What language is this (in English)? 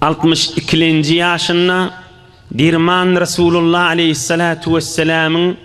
Turkmen